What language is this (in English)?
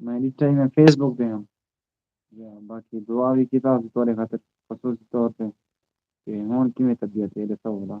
Saraiki